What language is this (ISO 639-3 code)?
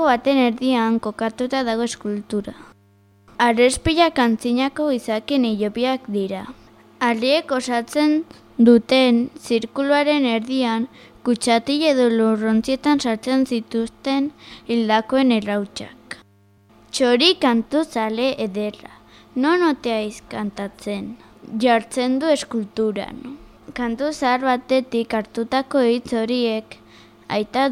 eus